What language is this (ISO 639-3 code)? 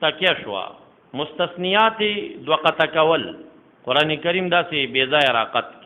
pus